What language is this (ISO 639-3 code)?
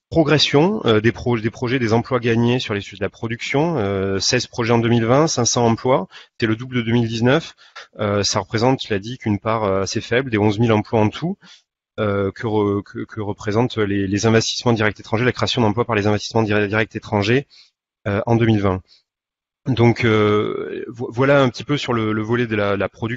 fra